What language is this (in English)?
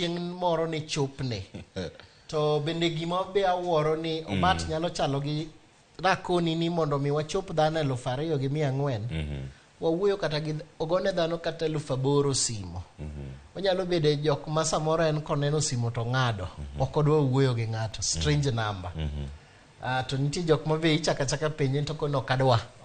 Luo (Kenya and Tanzania)